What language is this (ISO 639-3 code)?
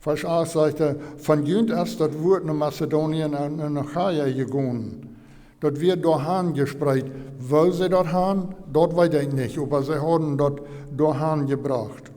pdt